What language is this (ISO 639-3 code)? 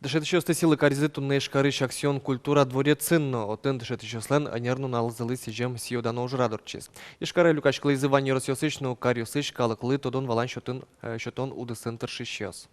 udm